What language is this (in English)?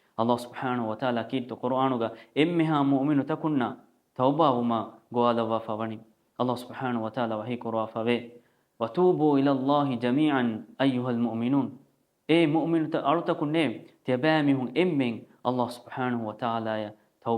Divehi